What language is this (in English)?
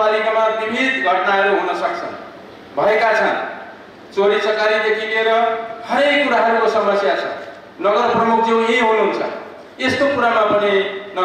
Nepali